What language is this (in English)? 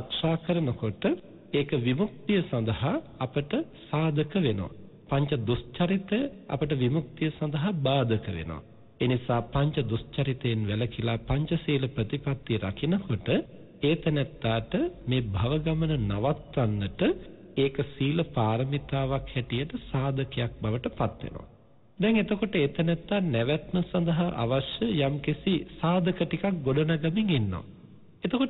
Sinhala